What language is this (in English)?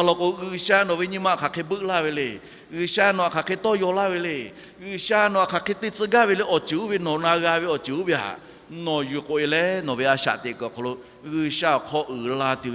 Lahu